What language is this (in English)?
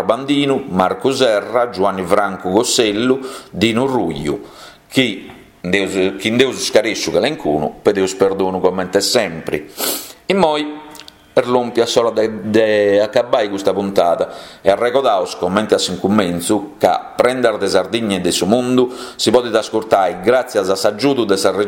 Sardinian